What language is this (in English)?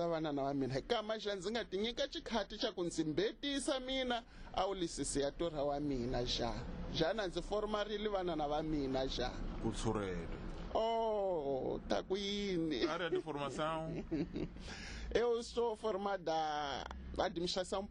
Tsonga